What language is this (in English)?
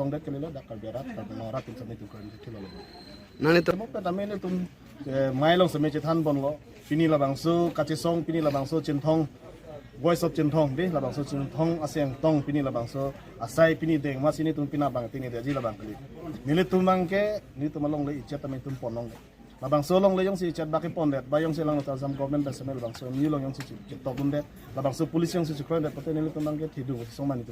Karbi